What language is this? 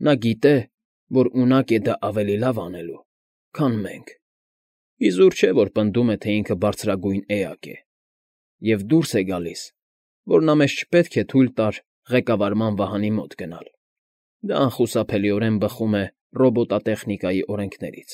Armenian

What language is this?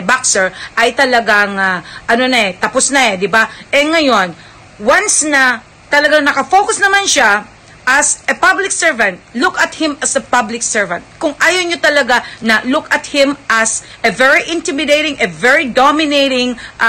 Filipino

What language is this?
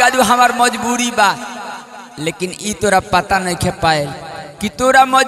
Bhojpuri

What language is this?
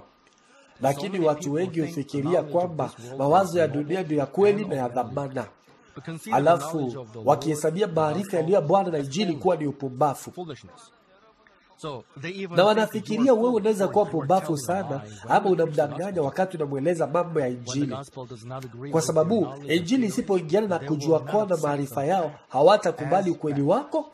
Swahili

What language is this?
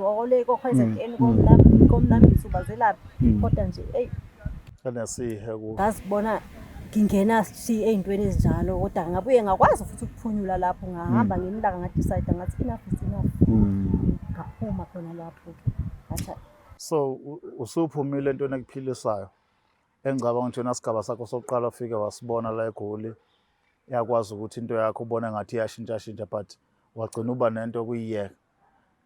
Zulu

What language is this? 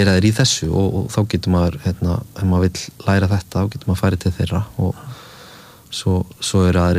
Icelandic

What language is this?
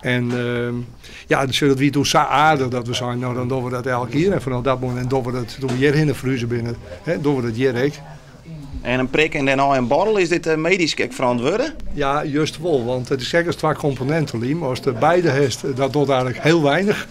Western Frisian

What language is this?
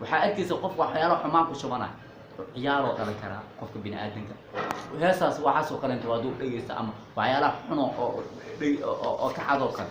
Somali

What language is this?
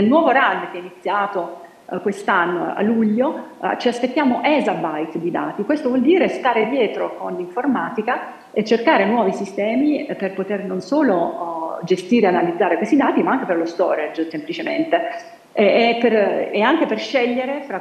Italian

